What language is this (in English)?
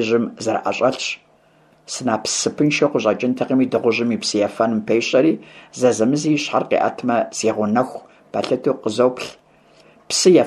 Kabardian